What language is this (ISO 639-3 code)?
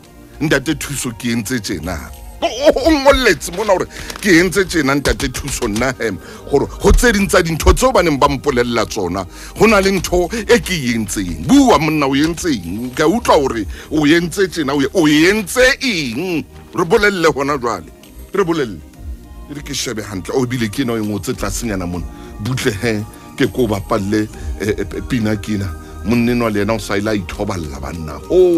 sot